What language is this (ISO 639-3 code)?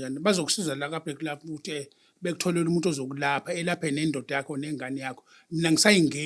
zul